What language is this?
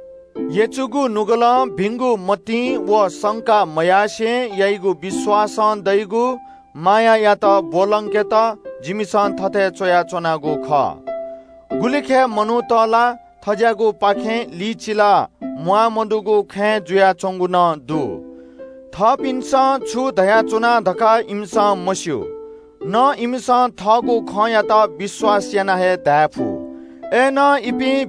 Newari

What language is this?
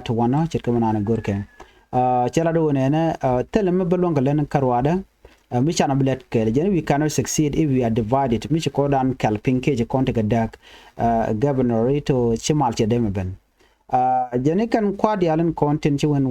Nuer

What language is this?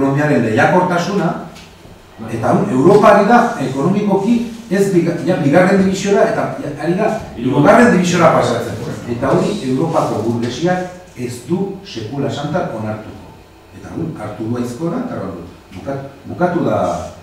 Basque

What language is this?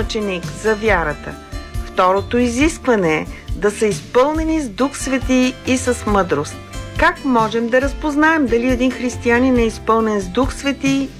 Bulgarian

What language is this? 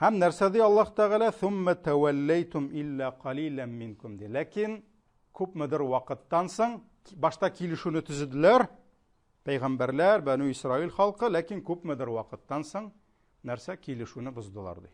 Tatar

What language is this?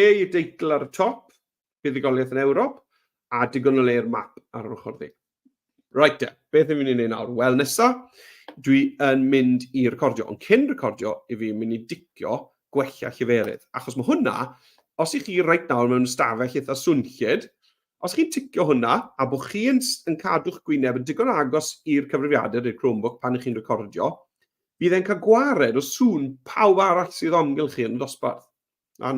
Welsh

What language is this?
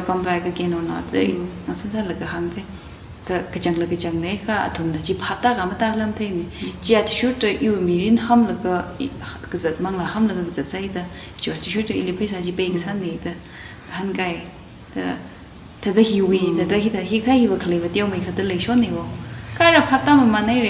Tangkhul Naga (India)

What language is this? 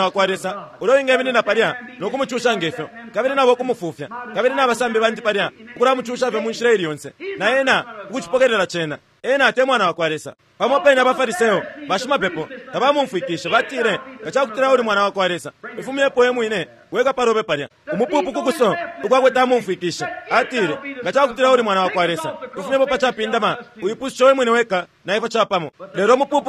Bemba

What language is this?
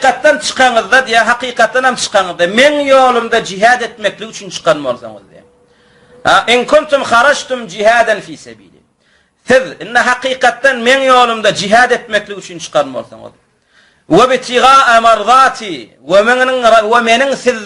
Turkmen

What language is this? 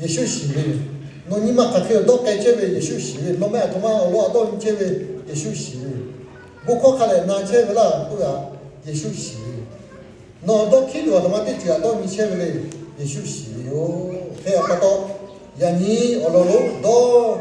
Lahu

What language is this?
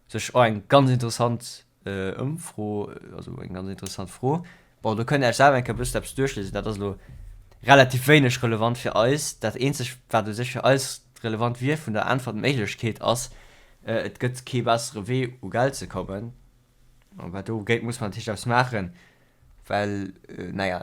Luxembourgish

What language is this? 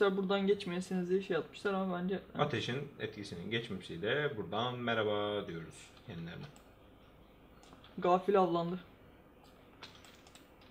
Turkish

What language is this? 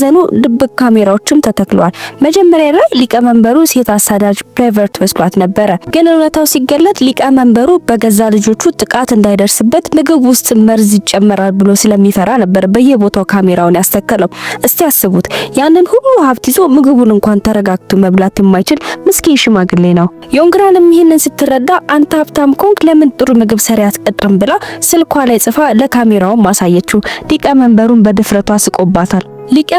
Amharic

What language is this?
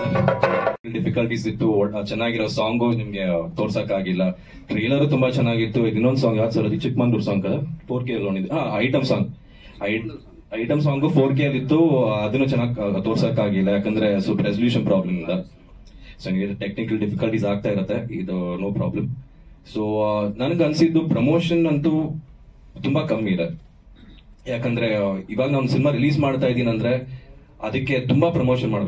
Kannada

